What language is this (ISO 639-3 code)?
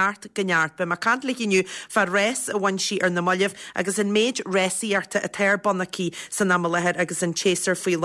gle